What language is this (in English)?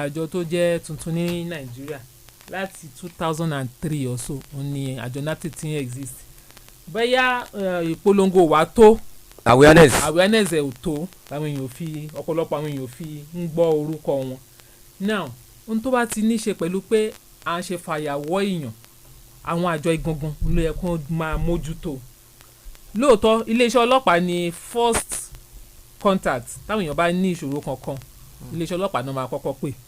Yoruba